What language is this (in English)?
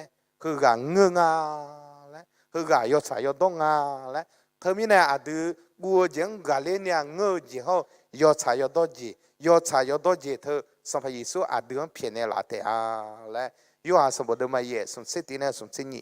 Akha